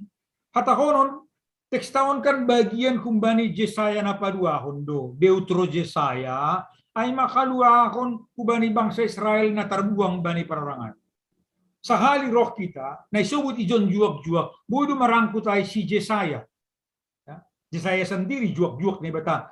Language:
Batak Simalungun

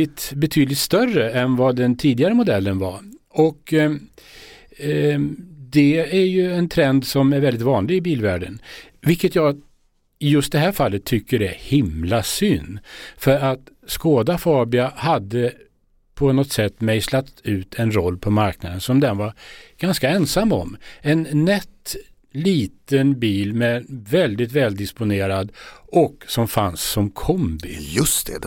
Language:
Swedish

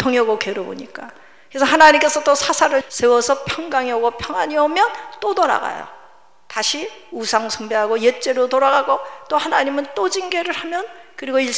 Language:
Korean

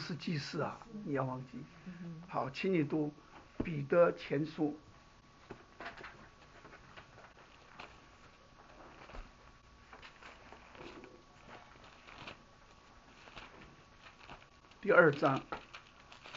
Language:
Chinese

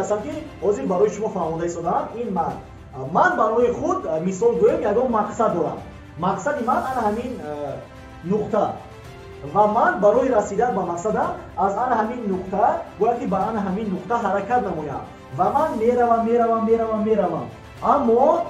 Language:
Tajik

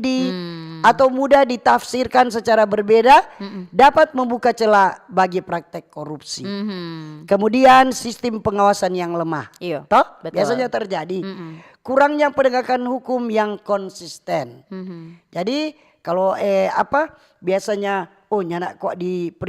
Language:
Manado Malay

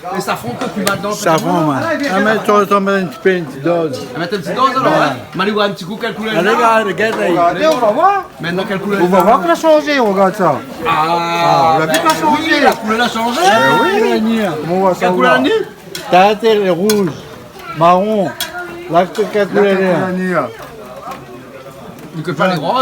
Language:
Réunion Creole French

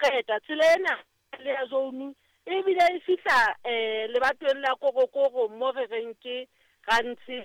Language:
Southern Sotho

